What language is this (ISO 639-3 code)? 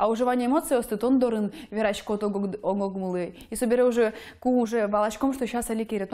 udm